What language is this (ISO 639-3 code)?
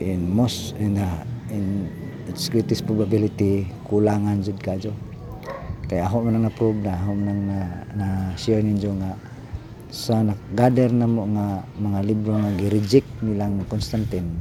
ceb